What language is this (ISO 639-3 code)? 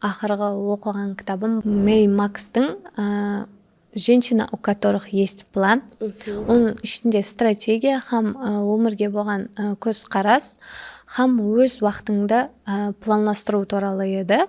kaa